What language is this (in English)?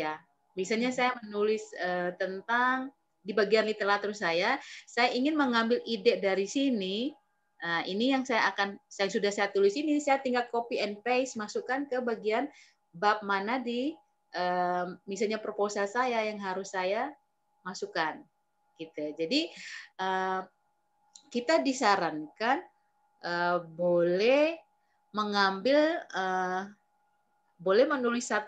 Indonesian